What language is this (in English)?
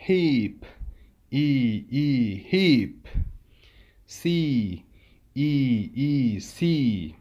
Uyghur